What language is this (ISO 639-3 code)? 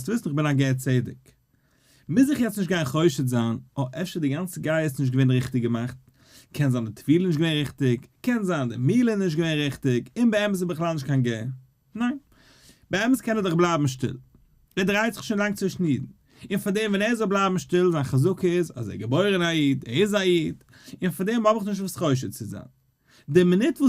yid